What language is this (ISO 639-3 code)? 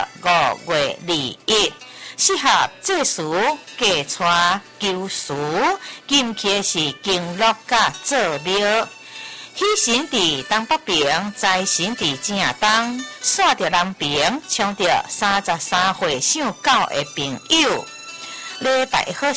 nan